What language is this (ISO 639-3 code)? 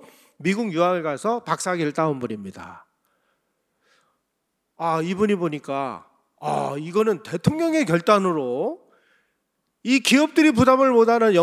kor